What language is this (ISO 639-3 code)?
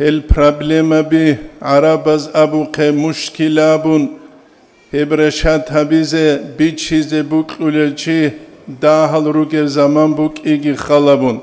ava